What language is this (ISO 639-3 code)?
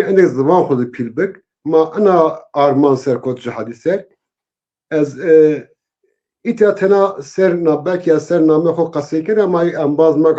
zza